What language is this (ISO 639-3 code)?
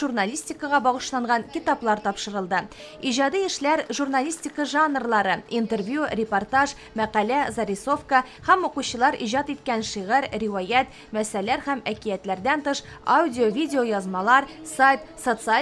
tat